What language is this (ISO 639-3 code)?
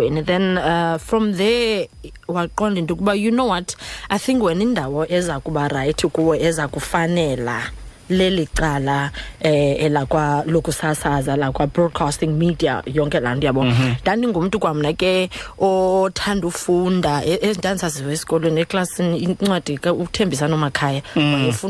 xho